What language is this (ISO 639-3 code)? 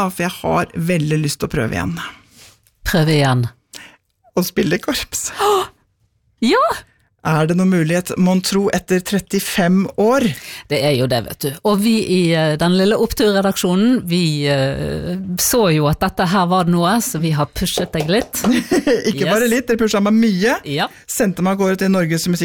nor